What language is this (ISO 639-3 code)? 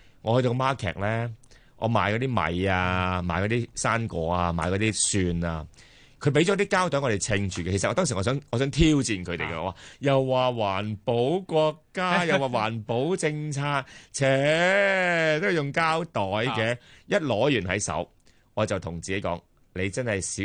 yue